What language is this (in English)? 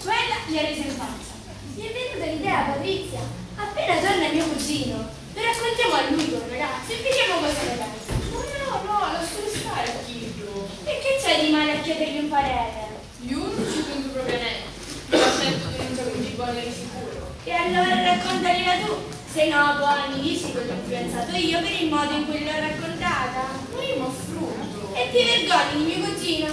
Sicilian